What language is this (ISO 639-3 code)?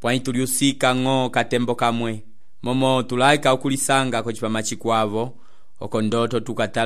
umb